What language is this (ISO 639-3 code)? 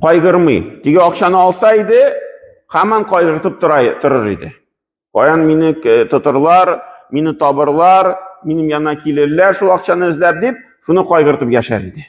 tat